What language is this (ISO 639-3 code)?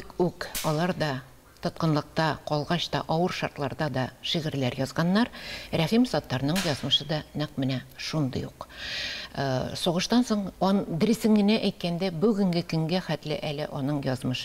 tat